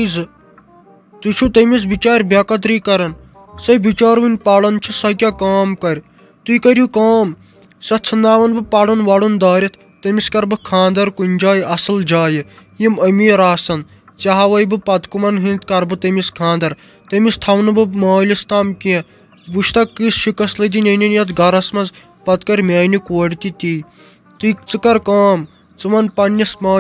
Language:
Kashmiri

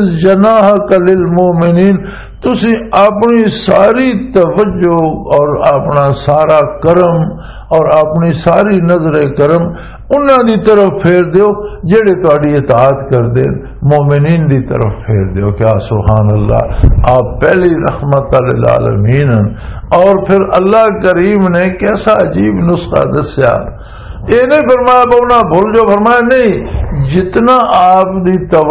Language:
Western Panjabi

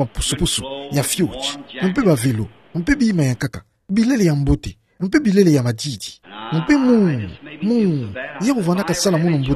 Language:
Kituba (Democratic Republic of Congo)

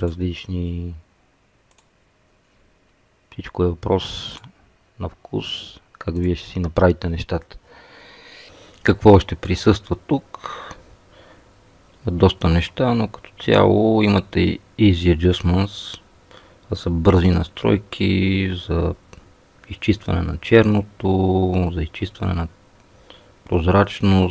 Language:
Bulgarian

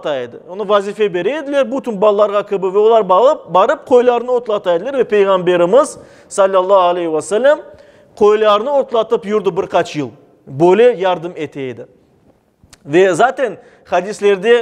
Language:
Crimean Tatar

